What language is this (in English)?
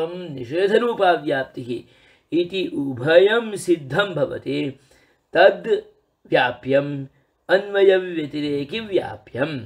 Sanskrit